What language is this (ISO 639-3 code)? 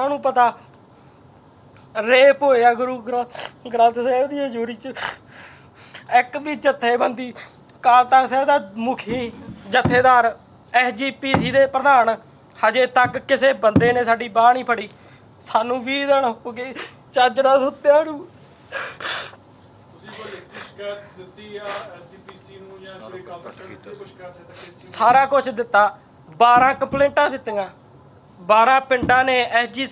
pan